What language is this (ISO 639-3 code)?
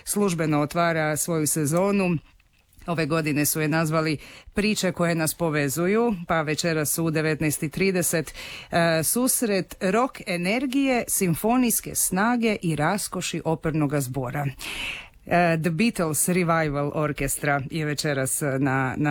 hrv